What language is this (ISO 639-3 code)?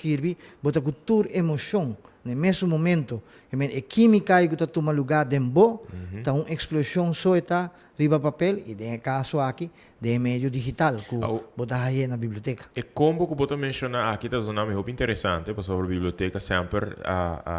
pap